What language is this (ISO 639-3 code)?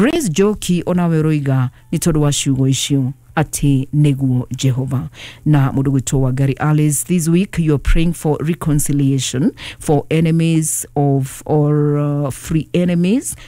kik